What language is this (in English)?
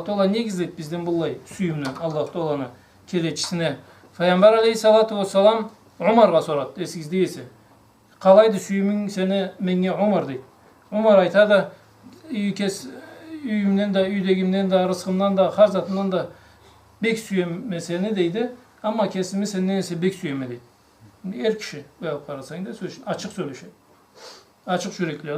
Karachay-Balkar